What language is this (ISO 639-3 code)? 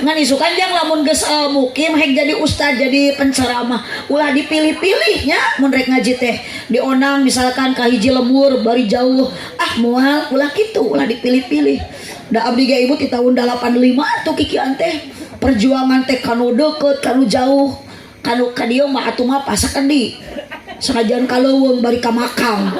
sun